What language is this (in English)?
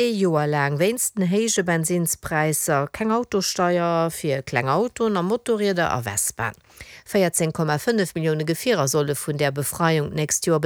Luxembourgish